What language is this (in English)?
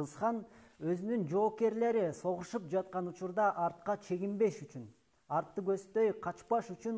Kyrgyz